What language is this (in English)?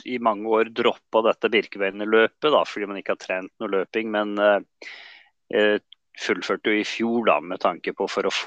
Norwegian